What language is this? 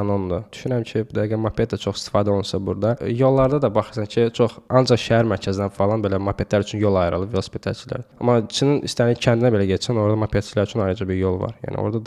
Azerbaijani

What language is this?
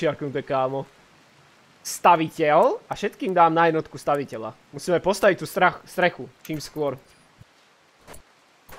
Slovak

